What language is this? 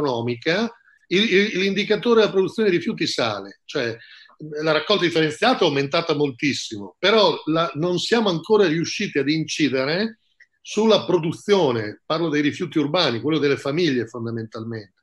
Italian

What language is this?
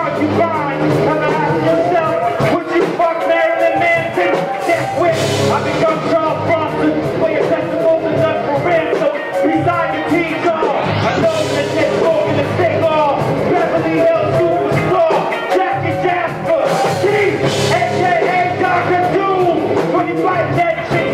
English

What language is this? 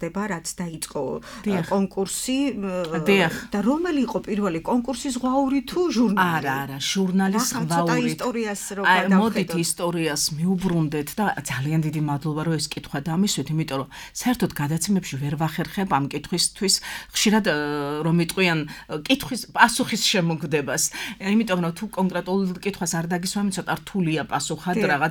Georgian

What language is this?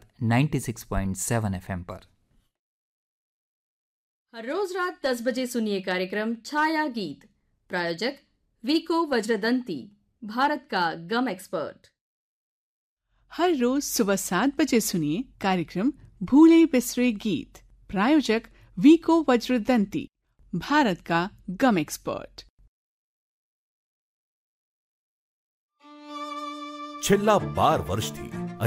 Gujarati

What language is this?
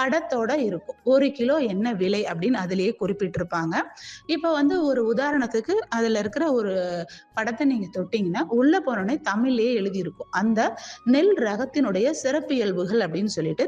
Tamil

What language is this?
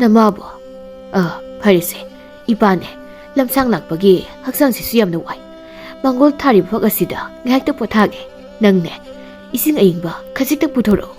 Manipuri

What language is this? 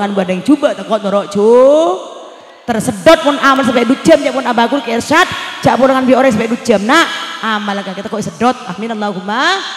Madurese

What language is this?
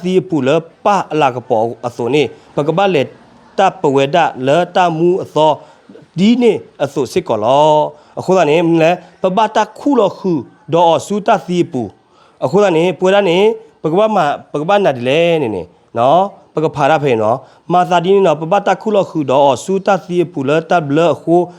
S'gaw Karen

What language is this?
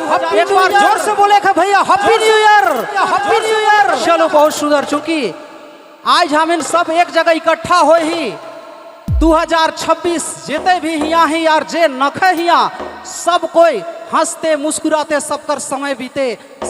Sadri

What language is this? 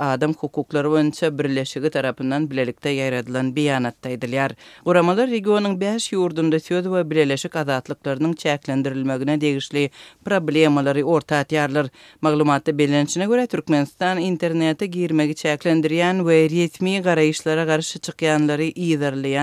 Turkmen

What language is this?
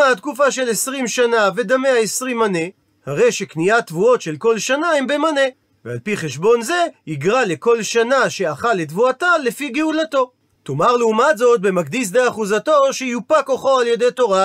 Hebrew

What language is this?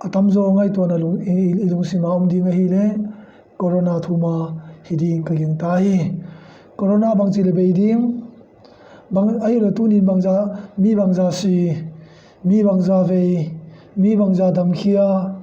Tedim Chin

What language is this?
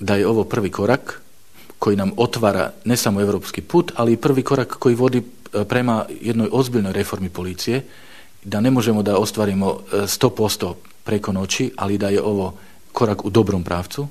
Bosnian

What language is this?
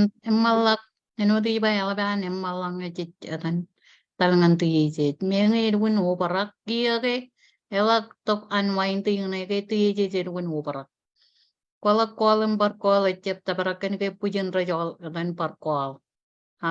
Marshallese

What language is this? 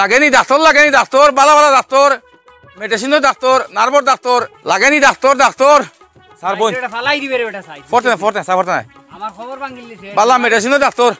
Sylheti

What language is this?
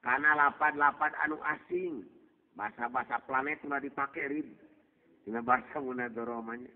Sundanese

